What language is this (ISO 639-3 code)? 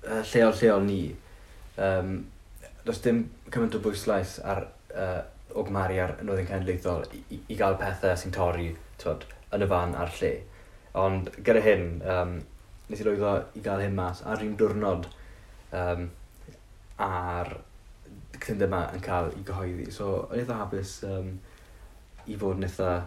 cym